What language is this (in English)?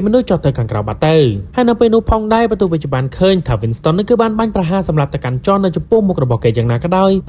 Khmer